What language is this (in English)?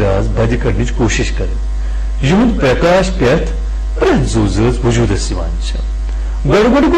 Kashmiri